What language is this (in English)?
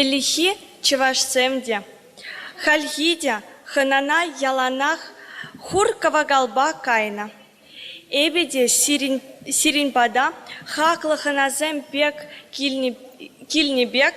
Chuvash